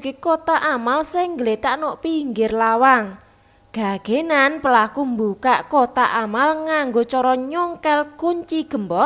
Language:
Javanese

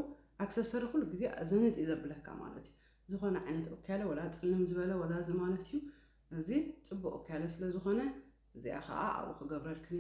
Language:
Tigrinya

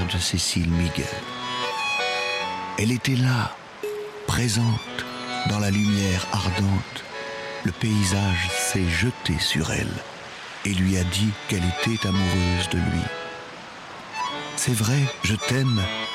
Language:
French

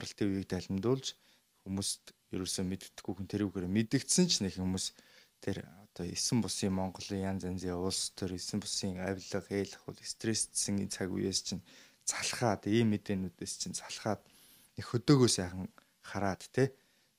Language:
Mongolian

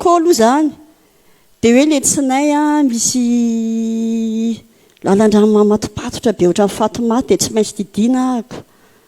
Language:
Malagasy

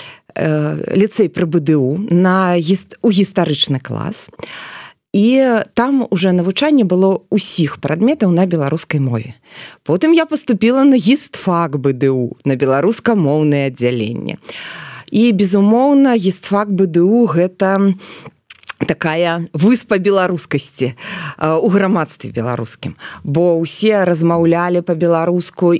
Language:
Belarusian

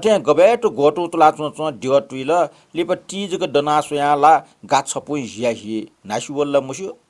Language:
Newari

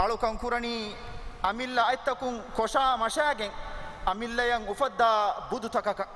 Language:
Divehi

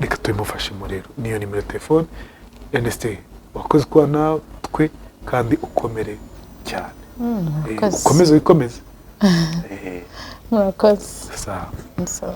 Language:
Kinyarwanda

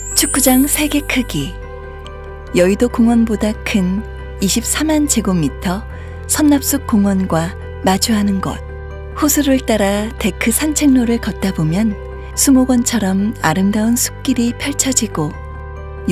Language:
Korean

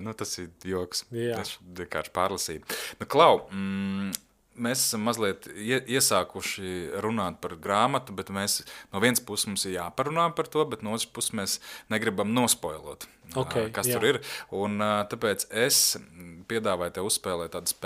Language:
Latvian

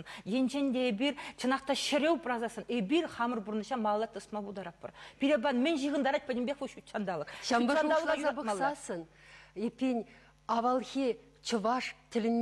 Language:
Chuvash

